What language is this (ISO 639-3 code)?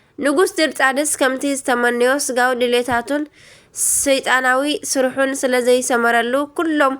tir